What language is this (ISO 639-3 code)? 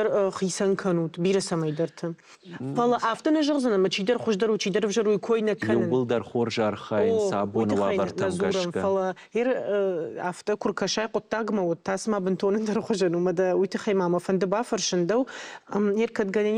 oss